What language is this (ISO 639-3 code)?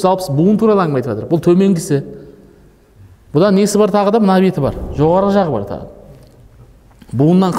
kaz